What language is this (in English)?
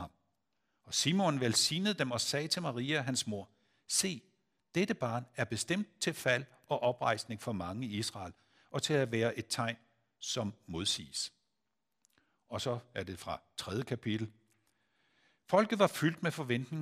Danish